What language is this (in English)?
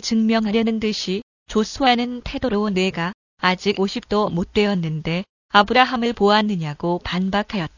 Korean